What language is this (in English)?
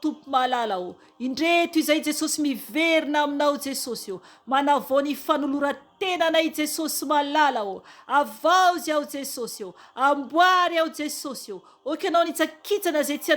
Malagasy